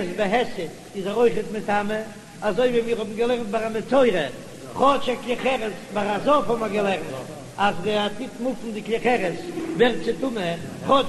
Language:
Yiddish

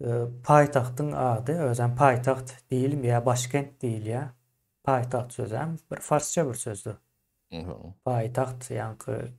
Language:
Turkmen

